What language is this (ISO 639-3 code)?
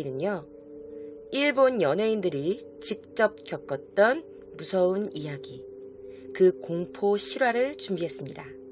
kor